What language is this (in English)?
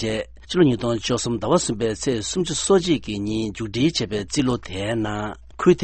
Tibetan